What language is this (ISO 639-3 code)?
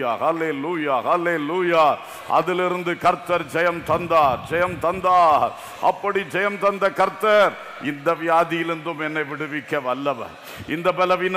tam